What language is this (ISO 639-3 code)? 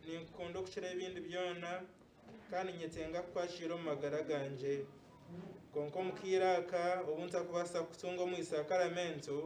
nyn